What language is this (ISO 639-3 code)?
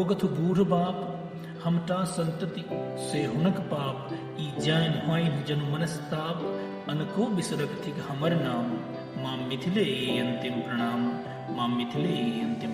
mai